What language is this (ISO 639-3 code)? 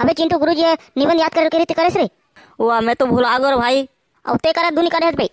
hne